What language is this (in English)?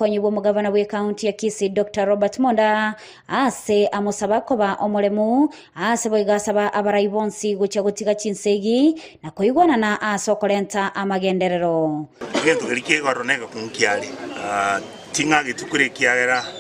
Gusii